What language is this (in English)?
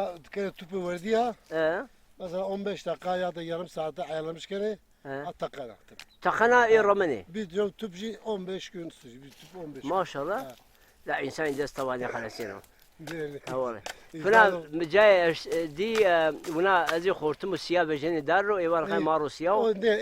Zaza